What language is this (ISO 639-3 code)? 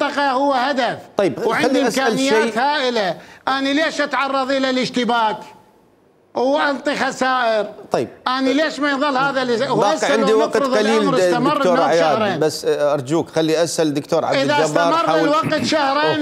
acm